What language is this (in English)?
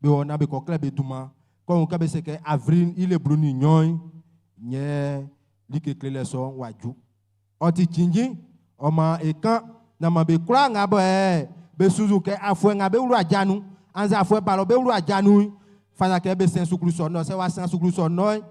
Baoulé